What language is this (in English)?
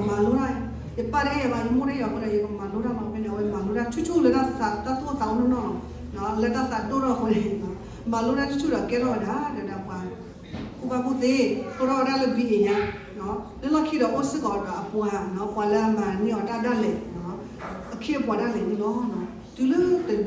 S'gaw Karen